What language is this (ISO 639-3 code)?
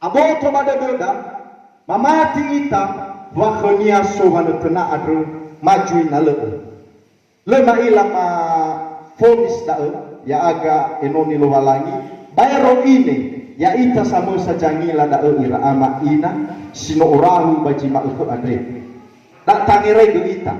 nia